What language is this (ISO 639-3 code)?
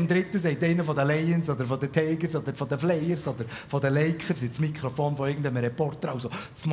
gsw